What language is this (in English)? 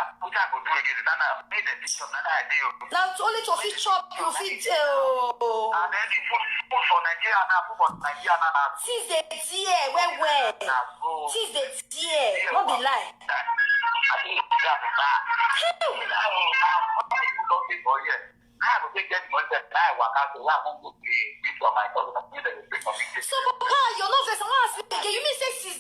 Nigerian Pidgin